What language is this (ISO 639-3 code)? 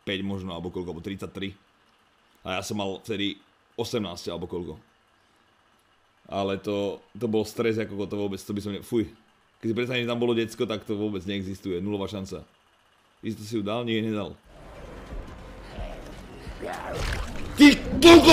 slk